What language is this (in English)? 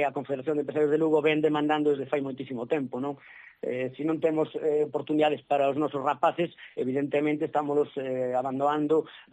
Galician